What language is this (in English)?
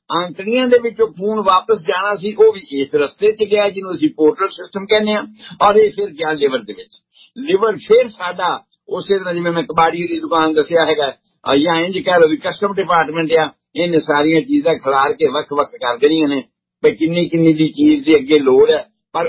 Punjabi